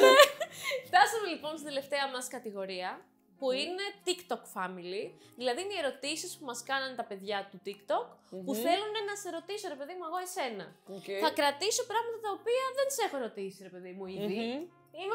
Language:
Greek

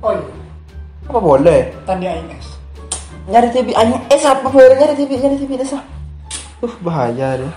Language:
Madurese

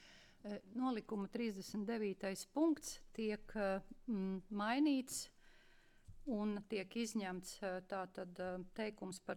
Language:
Latvian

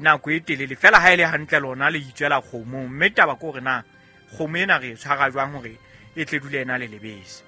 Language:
Southern Sotho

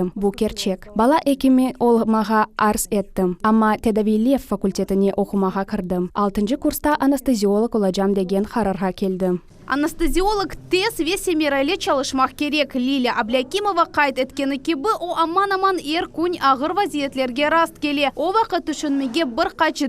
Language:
Crimean Tatar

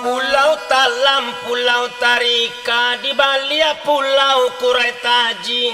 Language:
Minangkabau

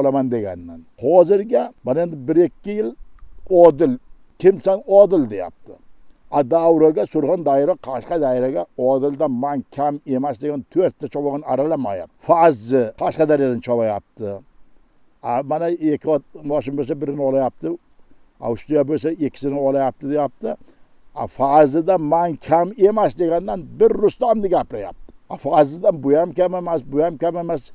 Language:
Uzbek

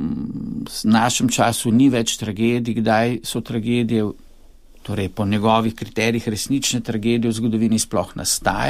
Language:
Slovenian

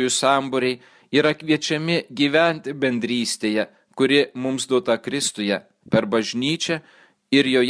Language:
Lithuanian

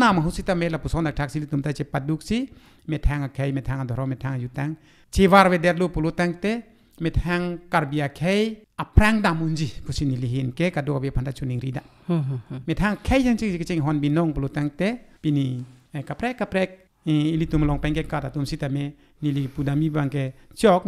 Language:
Karbi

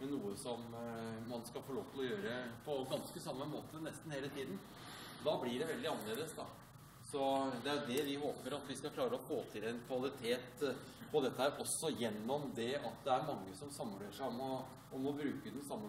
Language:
Norwegian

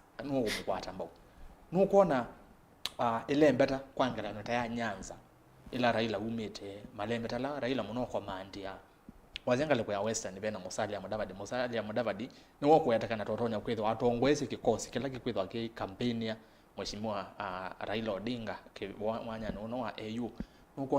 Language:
Kamba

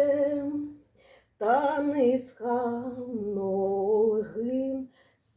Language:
Khakas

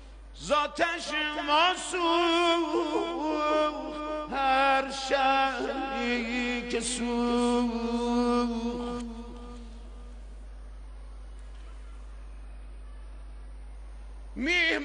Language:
Persian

